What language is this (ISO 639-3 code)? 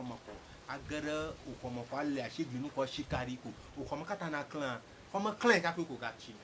ewe